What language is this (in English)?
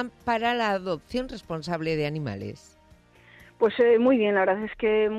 Spanish